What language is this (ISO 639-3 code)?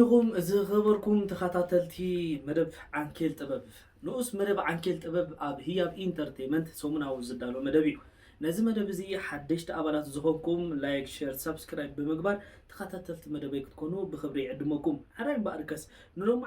tir